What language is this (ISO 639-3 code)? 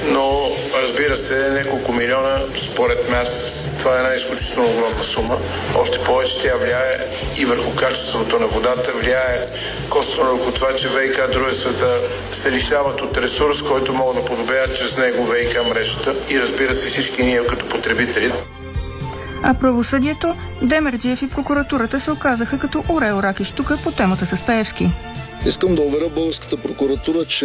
bul